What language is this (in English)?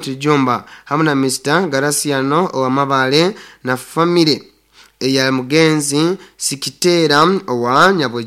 Nyoro